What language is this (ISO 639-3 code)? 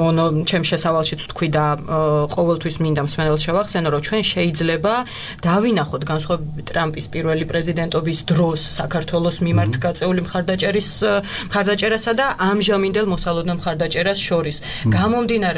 kat